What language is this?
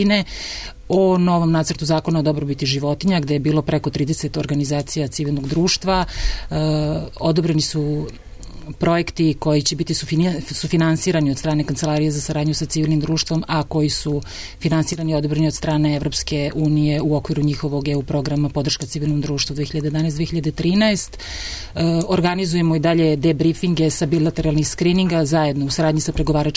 Serbian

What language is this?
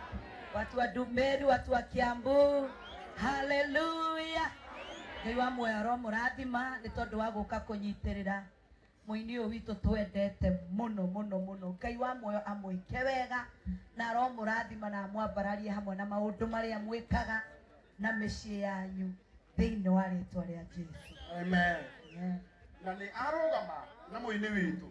Kikuyu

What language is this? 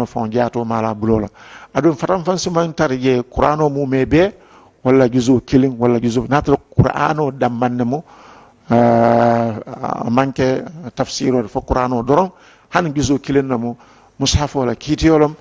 Mandingo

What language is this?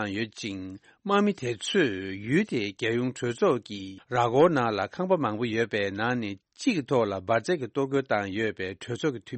Tibetan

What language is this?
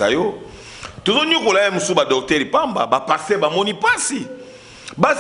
Lingala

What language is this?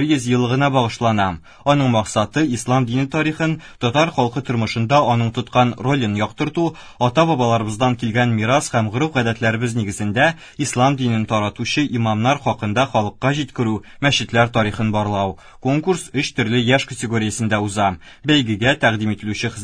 Tatar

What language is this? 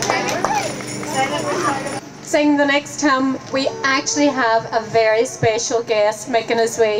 English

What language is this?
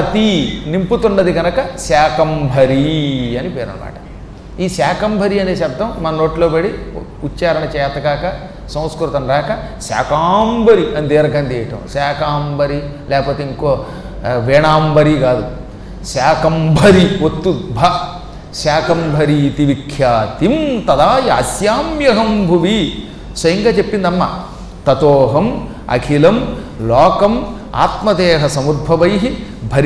Telugu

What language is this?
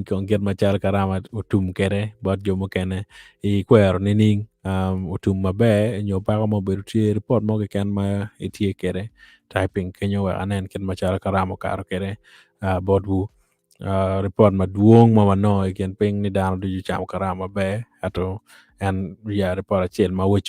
Acoli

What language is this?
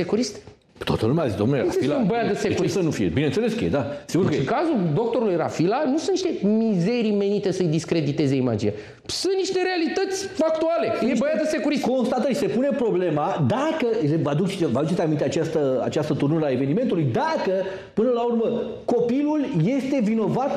Romanian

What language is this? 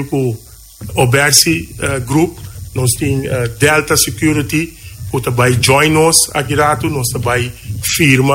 Papiamento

